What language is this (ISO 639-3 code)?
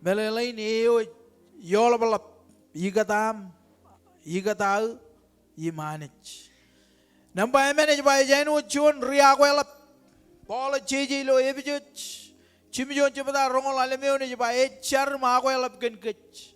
mah